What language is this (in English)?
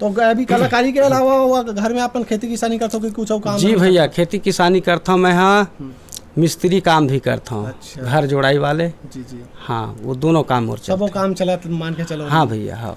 Chhattisgarhi